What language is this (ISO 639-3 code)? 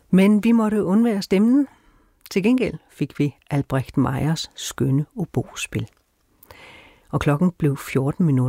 dan